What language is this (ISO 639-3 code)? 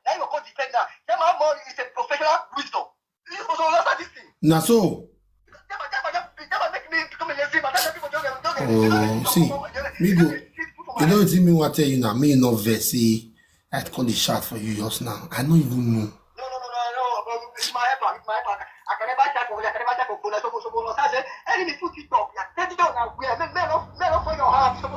pcm